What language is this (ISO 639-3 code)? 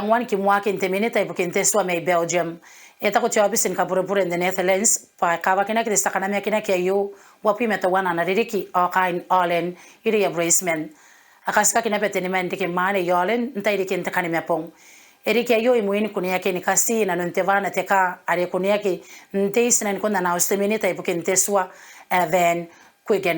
gil